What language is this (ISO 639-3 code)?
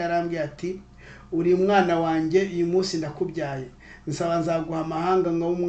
kin